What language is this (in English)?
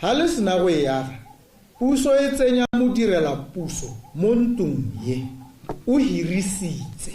Tswana